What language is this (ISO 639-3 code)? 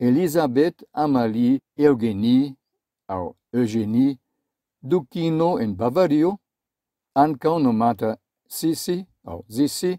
epo